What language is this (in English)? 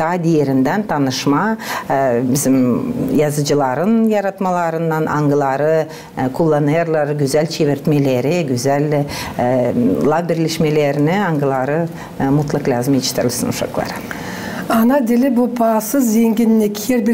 Gagauz